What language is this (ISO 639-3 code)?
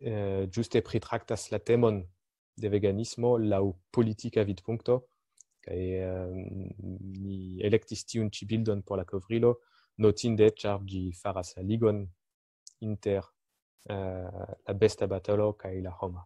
epo